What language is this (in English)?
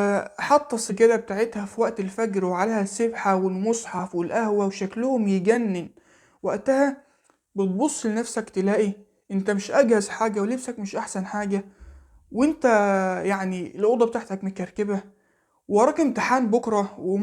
Egyptian Arabic